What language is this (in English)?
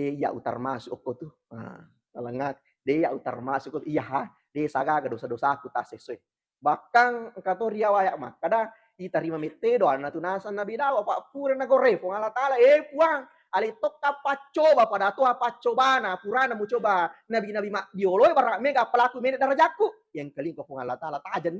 Buginese